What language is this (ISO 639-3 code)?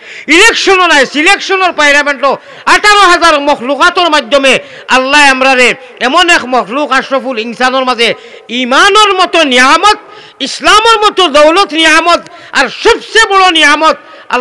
syl